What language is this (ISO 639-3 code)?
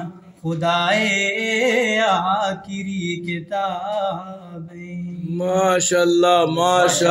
bgp